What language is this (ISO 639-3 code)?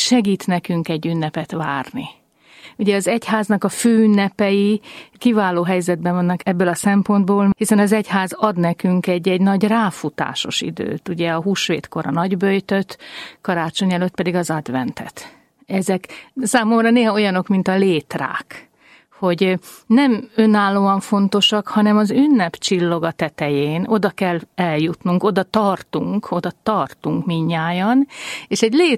hun